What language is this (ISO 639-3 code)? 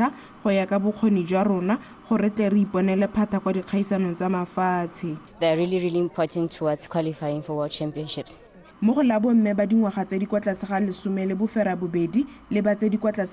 tsn